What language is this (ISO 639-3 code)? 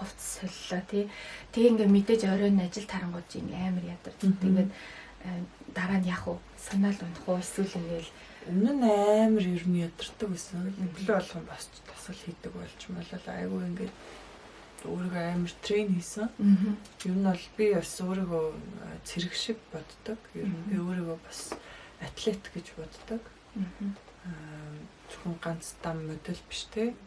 mon